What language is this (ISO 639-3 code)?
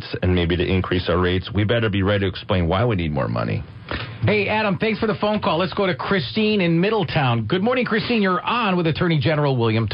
eng